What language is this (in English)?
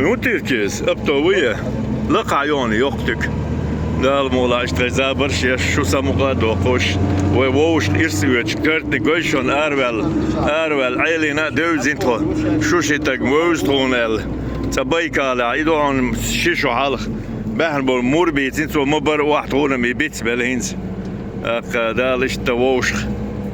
Chechen